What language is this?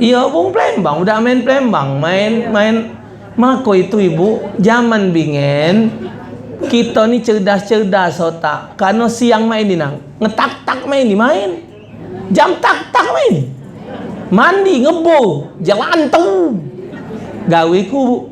Musi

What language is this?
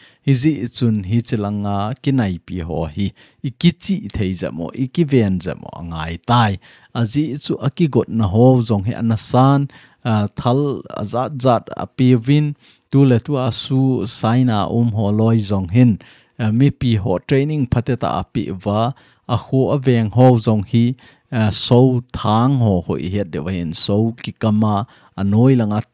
Thado Chin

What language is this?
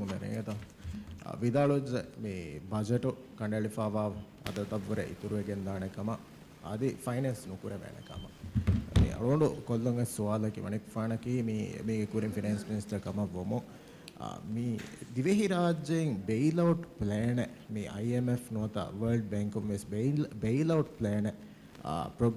Divehi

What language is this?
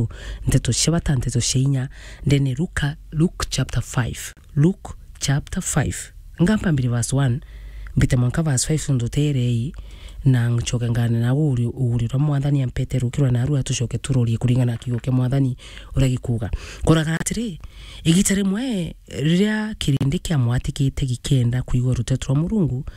Meru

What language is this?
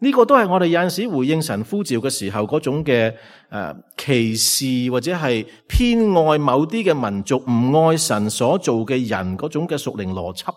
Cantonese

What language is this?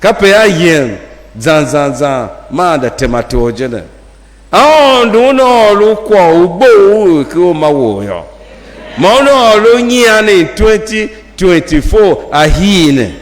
Tiv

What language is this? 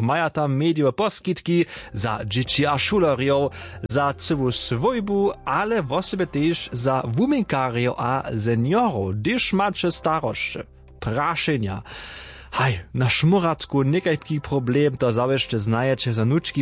Upper Sorbian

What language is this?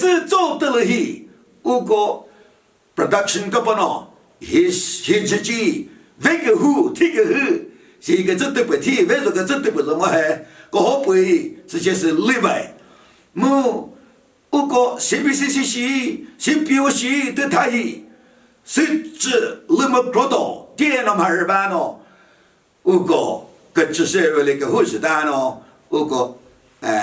Chokri Naga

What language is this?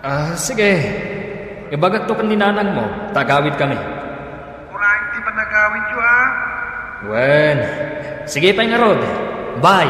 Iloko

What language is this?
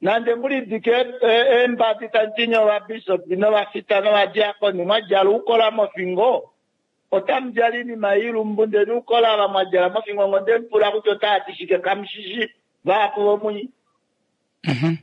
Kuanyama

